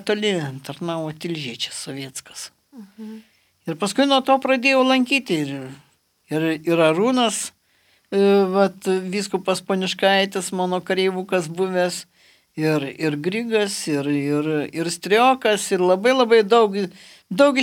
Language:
Lithuanian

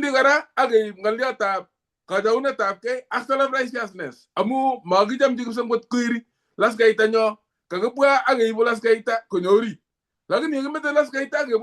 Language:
Kalenjin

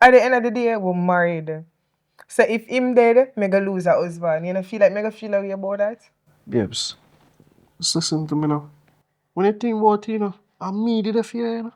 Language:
Jamaican Creole English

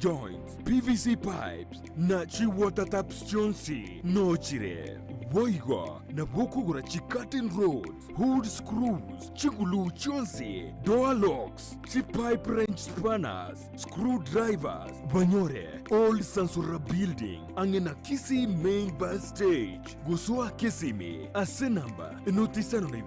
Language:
Gusii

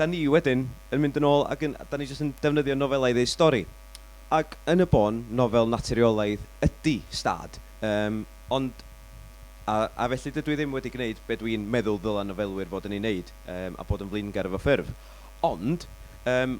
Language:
Welsh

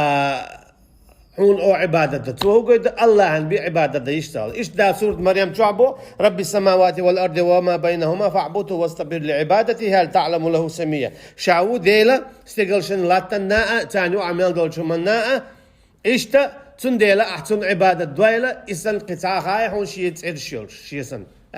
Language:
Chechen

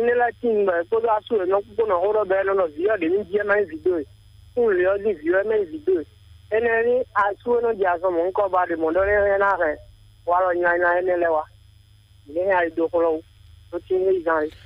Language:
Fon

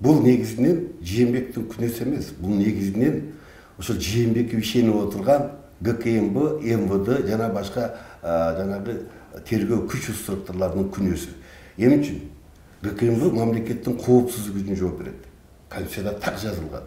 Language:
Kyrgyz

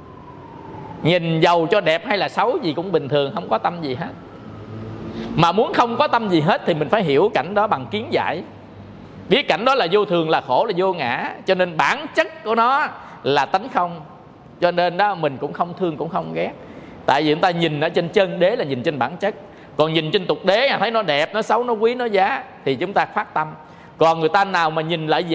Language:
Vietnamese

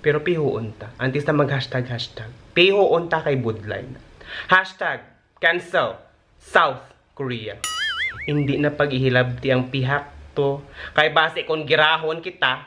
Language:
Hiligaynon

